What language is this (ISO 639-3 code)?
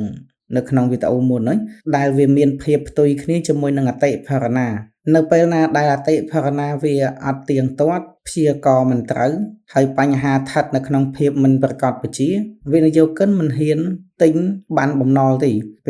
khm